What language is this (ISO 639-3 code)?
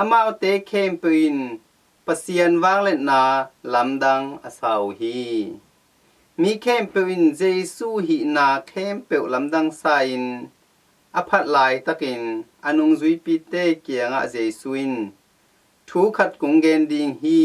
ctd